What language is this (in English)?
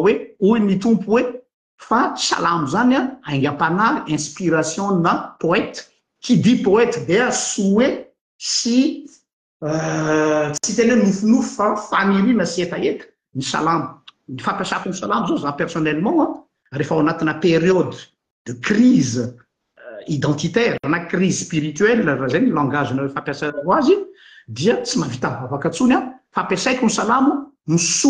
Malagasy